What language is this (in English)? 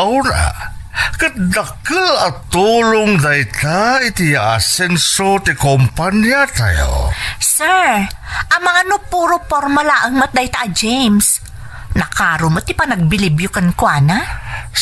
Iloko